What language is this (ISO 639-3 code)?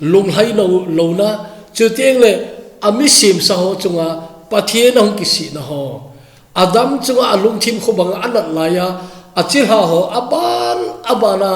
tcz